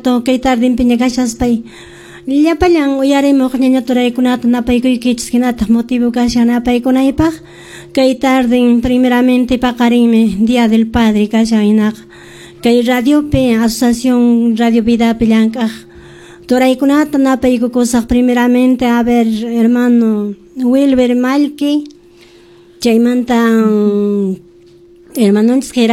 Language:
Quechua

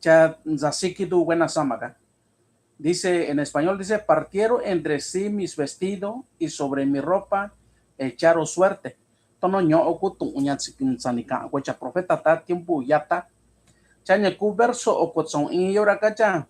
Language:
Mixtepec Mixtec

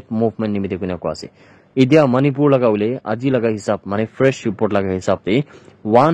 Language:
Naga Pidgin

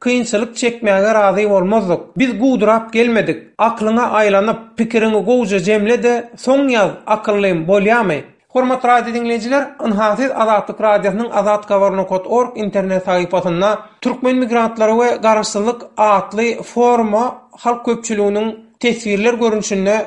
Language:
Turkmen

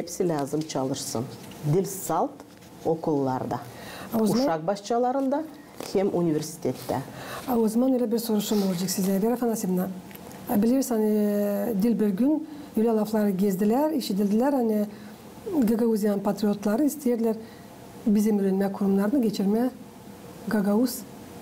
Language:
Gagauz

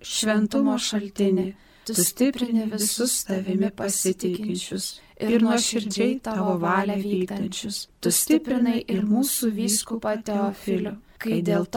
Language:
Lithuanian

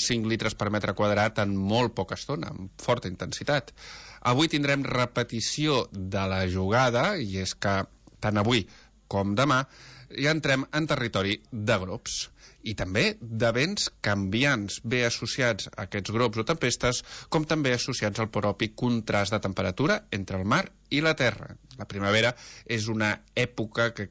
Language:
Catalan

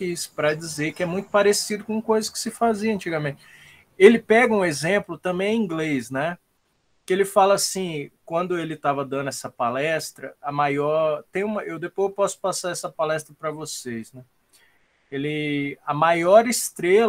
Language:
Portuguese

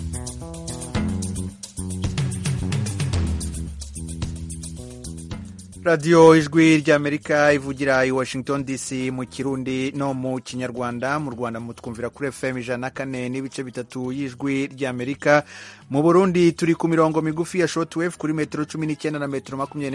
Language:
Kinyarwanda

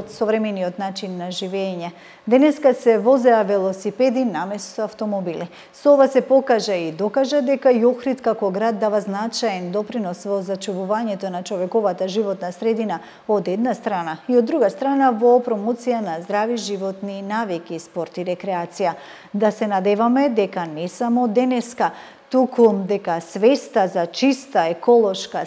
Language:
Macedonian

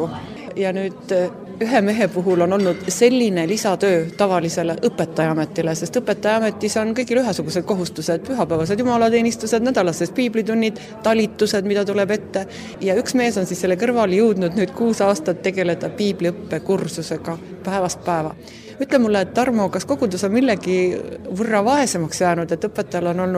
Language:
Estonian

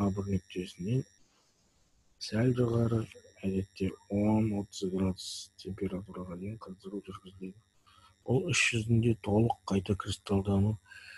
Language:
Kazakh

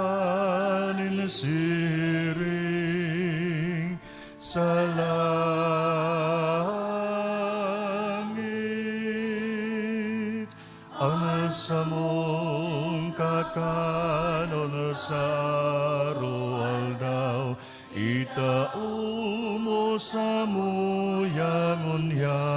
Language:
Bikol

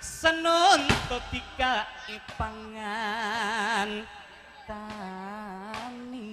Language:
Madurese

